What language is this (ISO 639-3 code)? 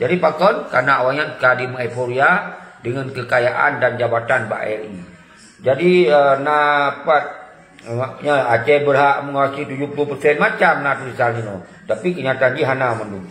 ace